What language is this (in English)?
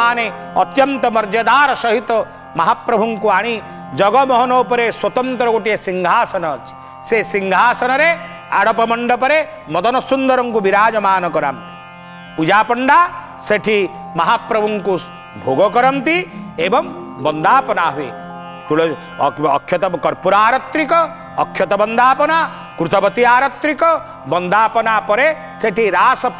Odia